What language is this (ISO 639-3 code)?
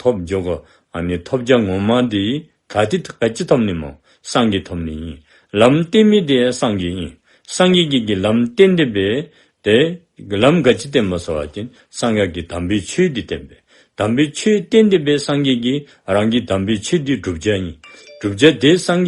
dzo